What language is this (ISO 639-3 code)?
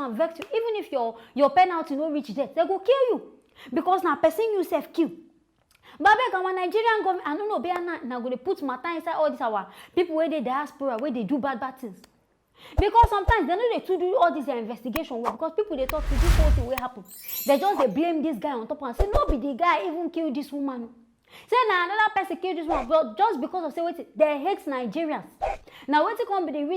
pcm